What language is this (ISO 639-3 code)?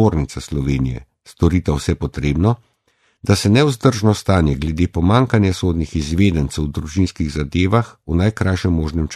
slv